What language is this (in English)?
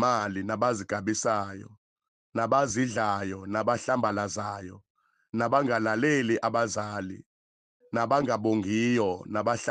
Zulu